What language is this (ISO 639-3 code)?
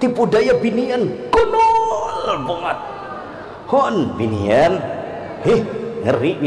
bjn